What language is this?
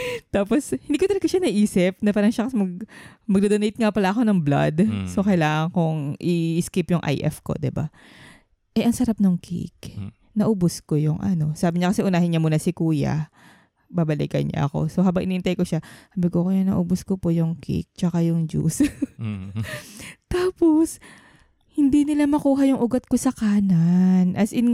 Filipino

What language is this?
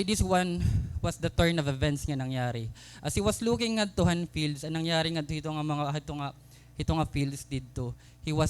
Waray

